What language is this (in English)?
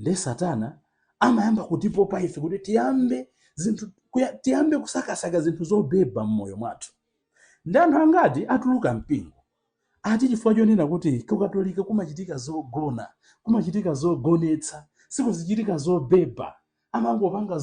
Nyanja